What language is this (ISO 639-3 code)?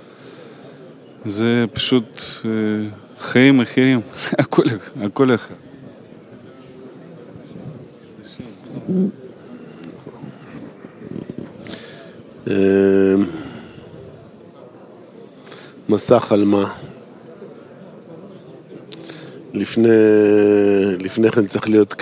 heb